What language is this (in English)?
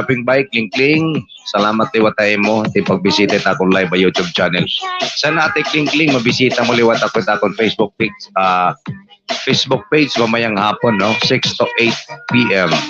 Waray